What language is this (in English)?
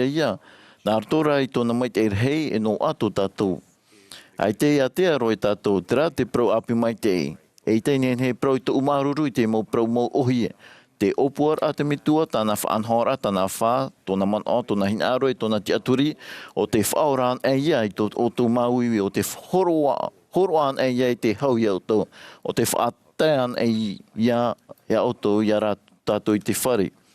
Tahitian